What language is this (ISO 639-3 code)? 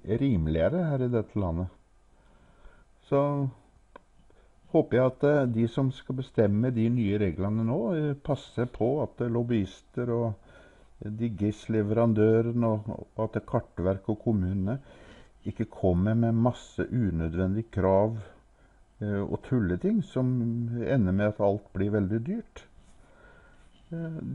nor